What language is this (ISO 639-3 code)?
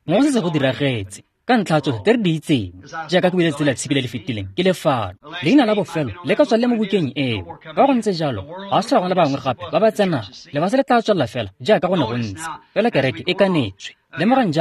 tsn